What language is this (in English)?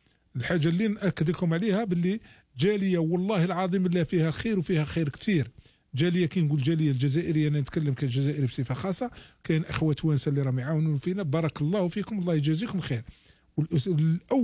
Algerian Arabic